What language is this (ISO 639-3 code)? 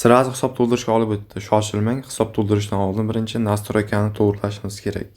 uzb